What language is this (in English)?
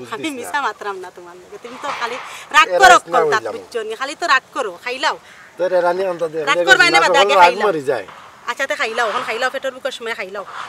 Sylheti